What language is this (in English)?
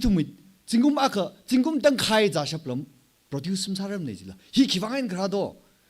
Tangkhul Naga (India)